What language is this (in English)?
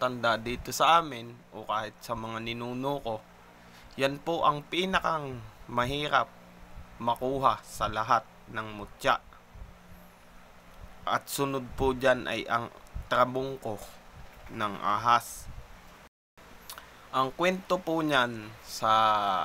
Filipino